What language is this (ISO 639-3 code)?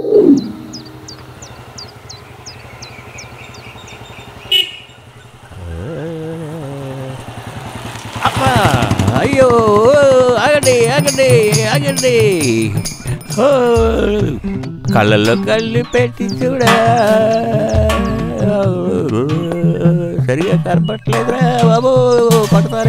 tel